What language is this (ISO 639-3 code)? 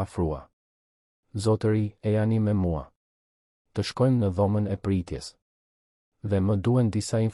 sqi